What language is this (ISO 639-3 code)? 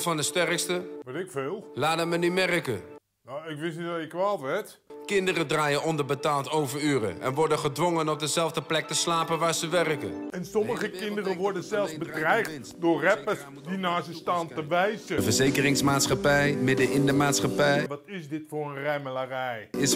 nld